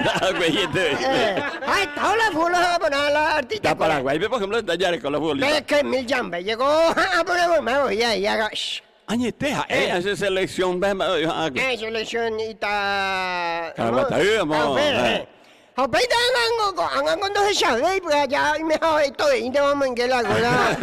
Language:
Guarani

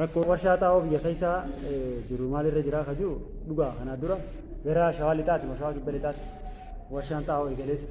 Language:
Oromo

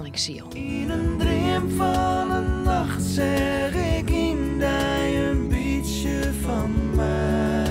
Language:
Western Frisian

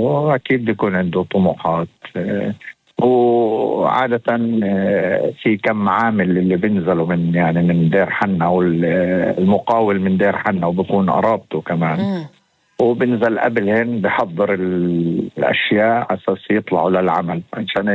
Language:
North Levantine Arabic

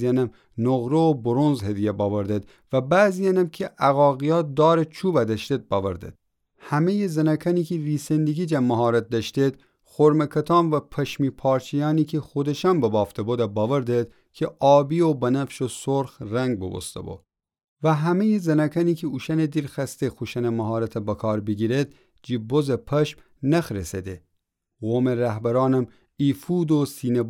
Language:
Gilaki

